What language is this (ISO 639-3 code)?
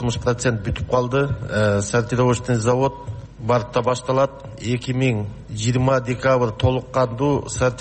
kir